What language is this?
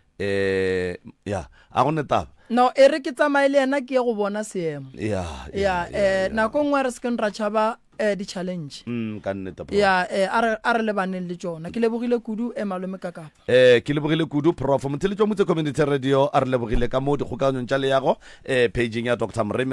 Northern Sotho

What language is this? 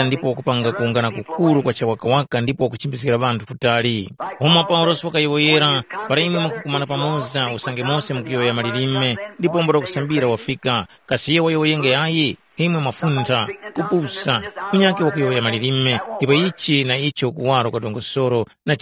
Tumbuka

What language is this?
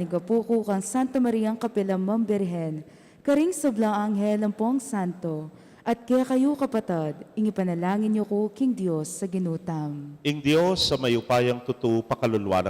Pampanga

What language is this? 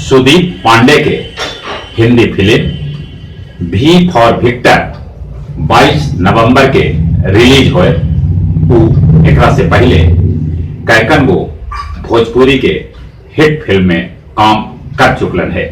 Magahi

